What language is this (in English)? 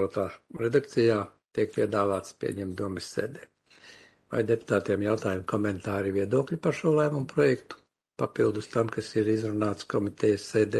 Latvian